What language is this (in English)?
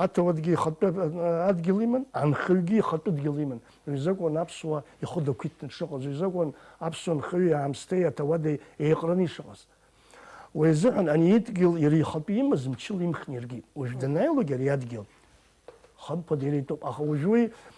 Abkhazian